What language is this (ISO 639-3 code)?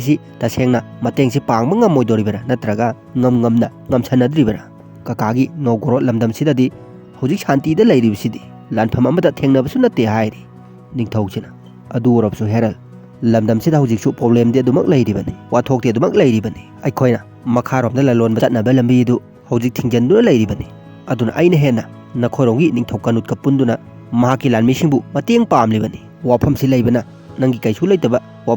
mni